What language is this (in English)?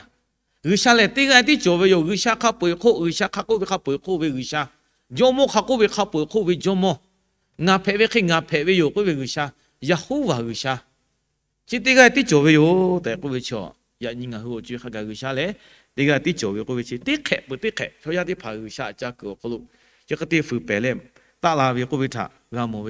Lahu